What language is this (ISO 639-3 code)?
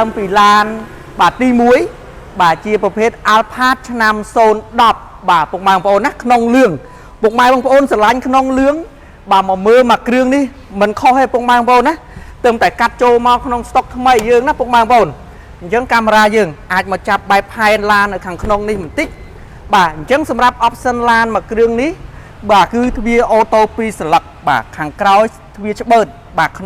khm